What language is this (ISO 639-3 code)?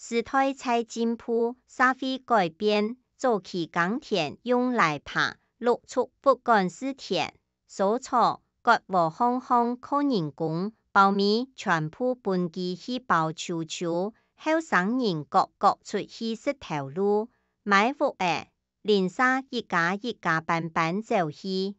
hak